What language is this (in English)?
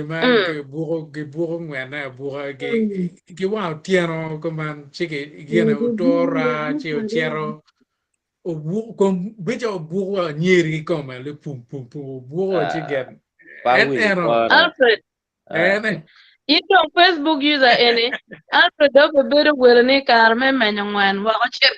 Acoli